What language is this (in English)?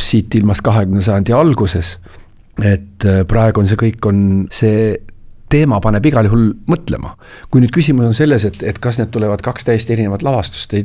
Estonian